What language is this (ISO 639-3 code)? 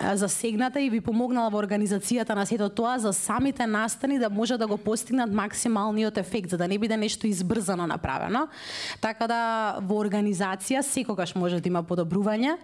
mkd